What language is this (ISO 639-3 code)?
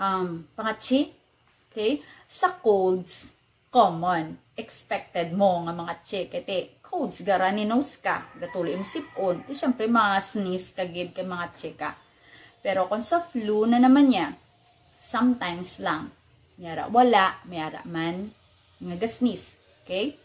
hil